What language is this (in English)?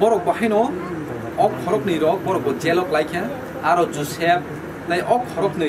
Kok Borok